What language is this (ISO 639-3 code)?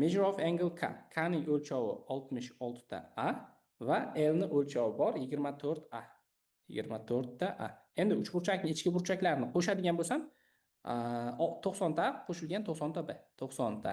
uzb